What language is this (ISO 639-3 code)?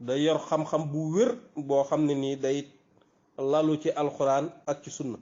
wol